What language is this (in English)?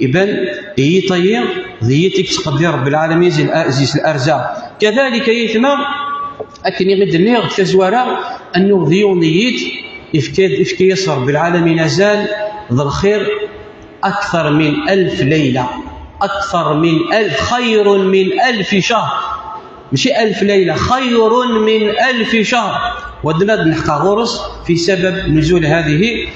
Kabyle